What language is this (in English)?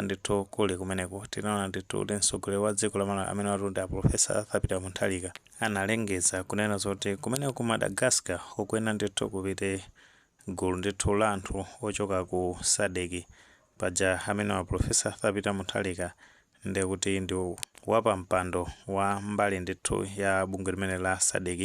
Nyanja